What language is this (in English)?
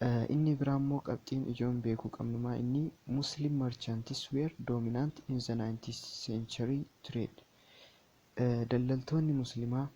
Oromo